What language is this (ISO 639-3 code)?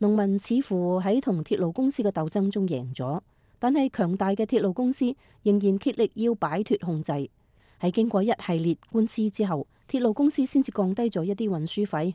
yue